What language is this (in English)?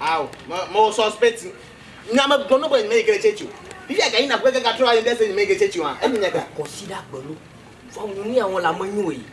Ewe